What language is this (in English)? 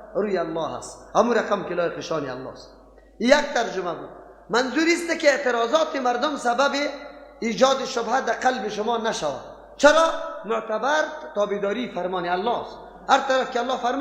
Persian